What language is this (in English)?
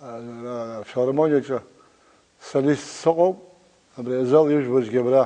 Abkhazian